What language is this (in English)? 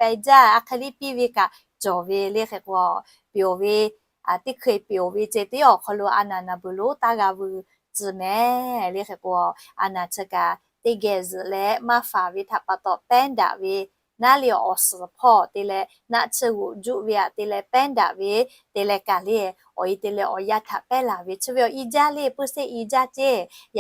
Lahu